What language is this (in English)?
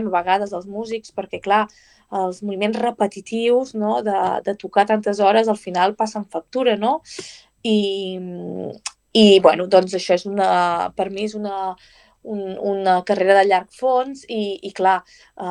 Catalan